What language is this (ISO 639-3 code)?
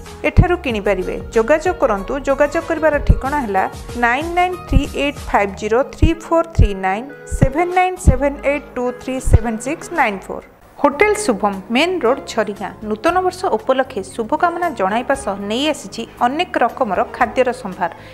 ori